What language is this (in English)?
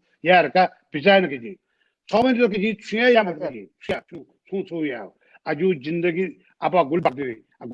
Newari